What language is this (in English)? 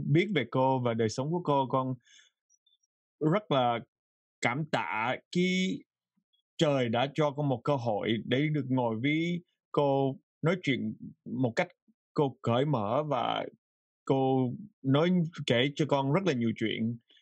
Vietnamese